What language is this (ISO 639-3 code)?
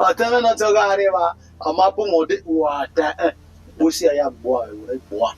bin